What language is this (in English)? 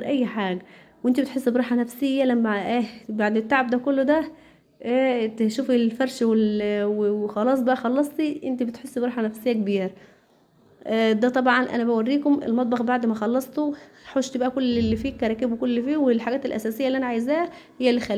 Egyptian Arabic